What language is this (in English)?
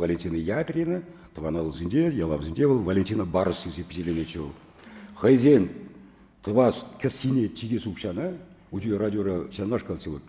Chuvash